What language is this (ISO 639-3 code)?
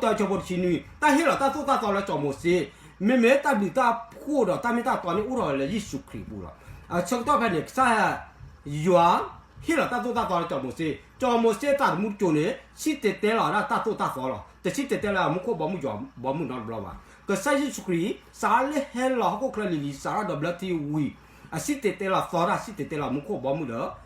ksw